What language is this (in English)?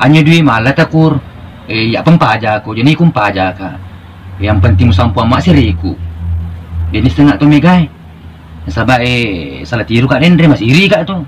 Buginese